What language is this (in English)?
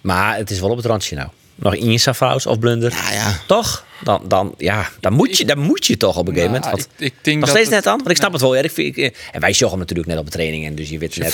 Western Frisian